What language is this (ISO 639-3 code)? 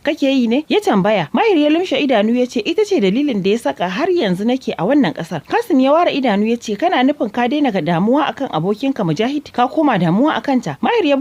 hau